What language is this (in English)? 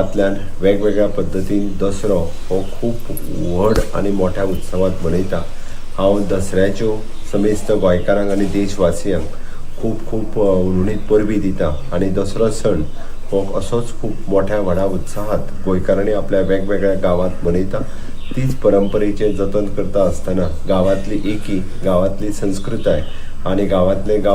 Konkani